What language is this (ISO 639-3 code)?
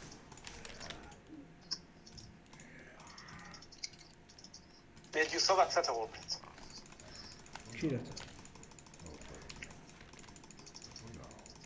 fas